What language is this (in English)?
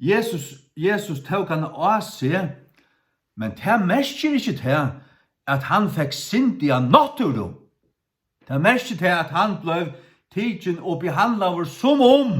Faroese